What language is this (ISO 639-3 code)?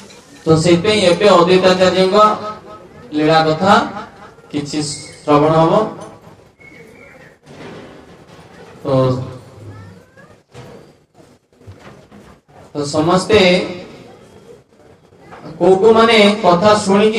ori